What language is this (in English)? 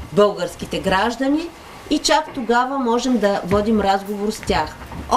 Bulgarian